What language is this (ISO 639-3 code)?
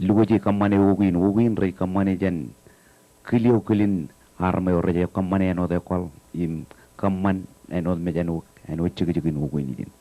mah